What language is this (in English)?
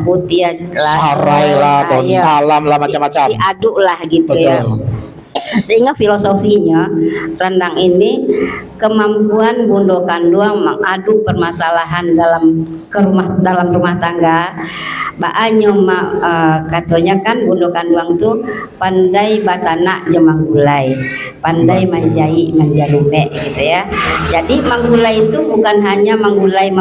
Minangkabau